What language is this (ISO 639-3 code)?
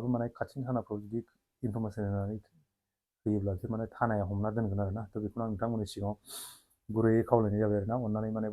brx